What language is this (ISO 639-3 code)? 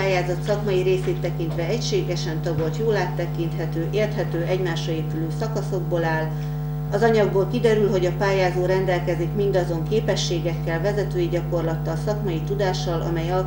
hun